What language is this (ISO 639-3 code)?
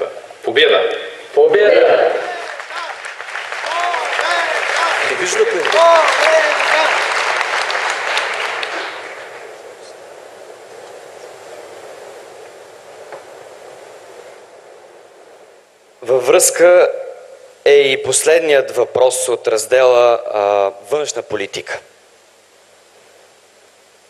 bul